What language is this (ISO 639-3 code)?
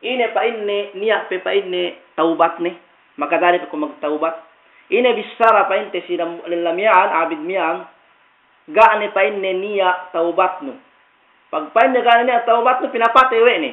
yka